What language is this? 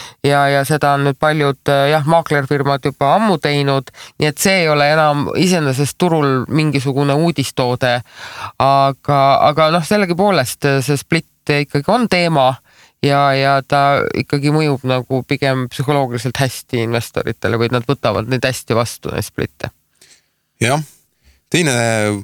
Estonian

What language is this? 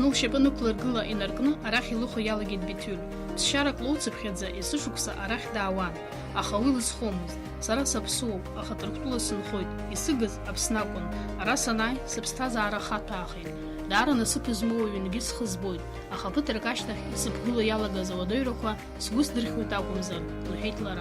Abkhazian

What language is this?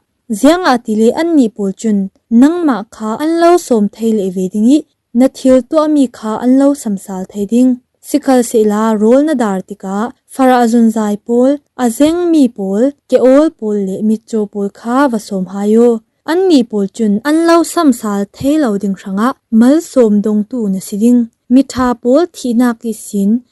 Falam Chin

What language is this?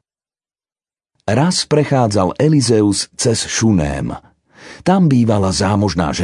Slovak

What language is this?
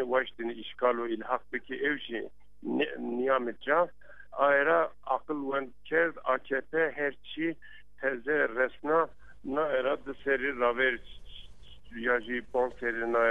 Zaza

